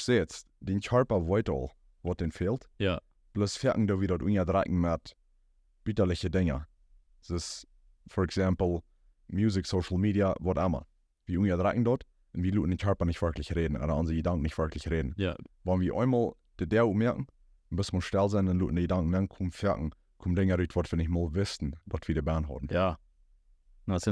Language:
Plautdietsch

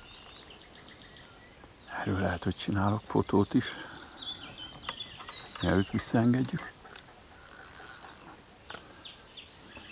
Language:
Hungarian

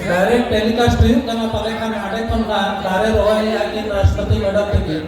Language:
Santali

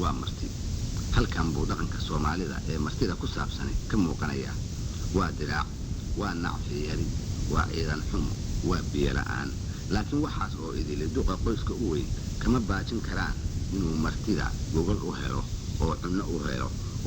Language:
Somali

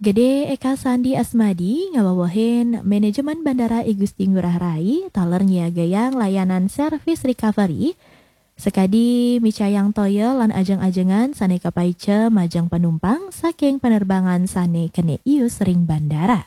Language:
Balinese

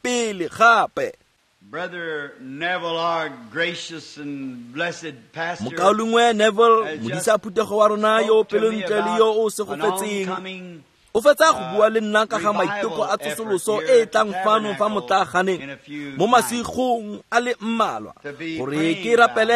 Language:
Tswana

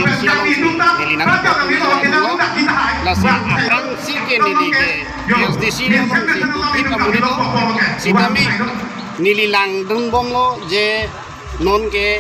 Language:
Karbi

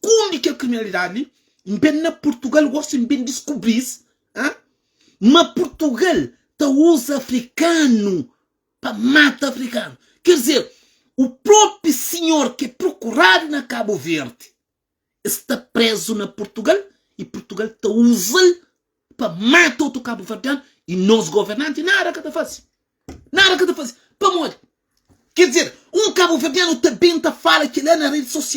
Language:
Kabuverdianu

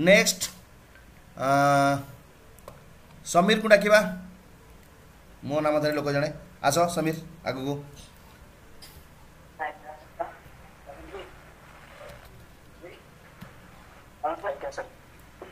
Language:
Odia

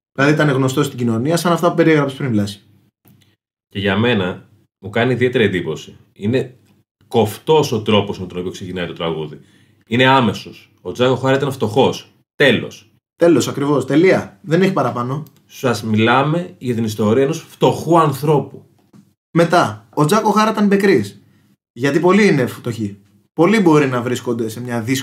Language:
Greek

